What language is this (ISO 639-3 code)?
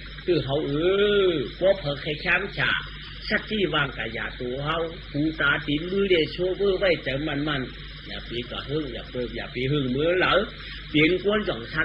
shn